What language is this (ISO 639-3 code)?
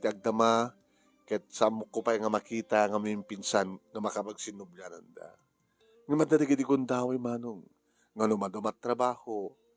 ilo